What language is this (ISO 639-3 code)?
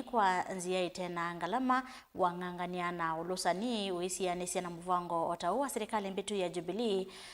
kam